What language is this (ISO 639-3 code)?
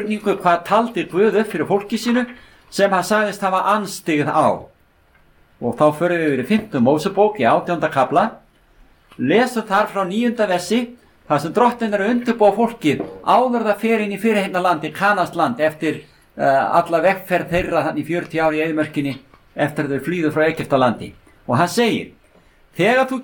isl